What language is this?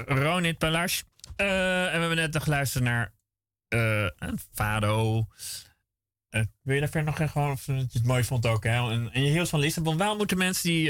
Dutch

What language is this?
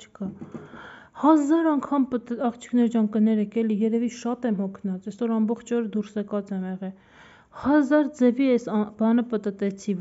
Armenian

